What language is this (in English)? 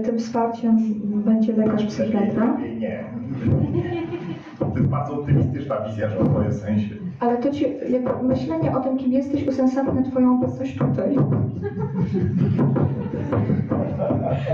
Polish